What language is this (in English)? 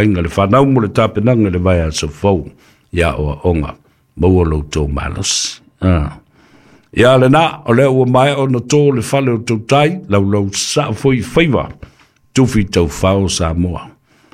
Samoan